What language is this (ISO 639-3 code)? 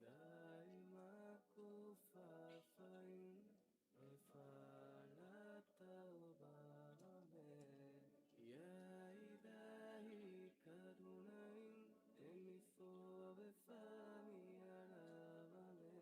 div